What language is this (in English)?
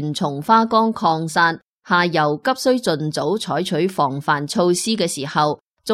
Cantonese